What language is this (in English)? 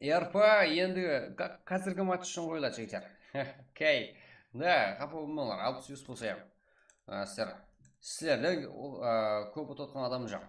Kara-Kalpak